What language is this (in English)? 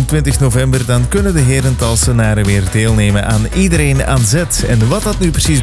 Dutch